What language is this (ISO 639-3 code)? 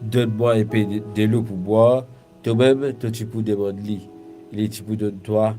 mfe